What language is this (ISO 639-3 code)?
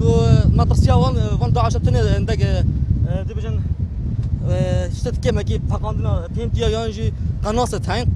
kur